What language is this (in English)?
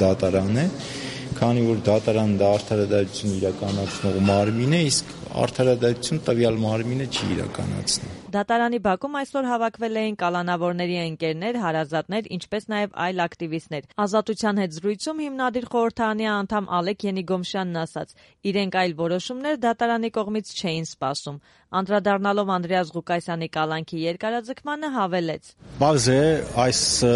Armenian